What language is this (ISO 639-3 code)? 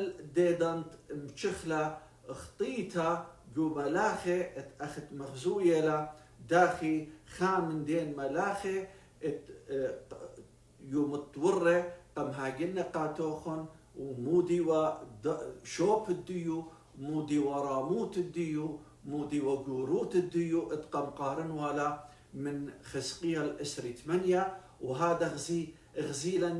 aii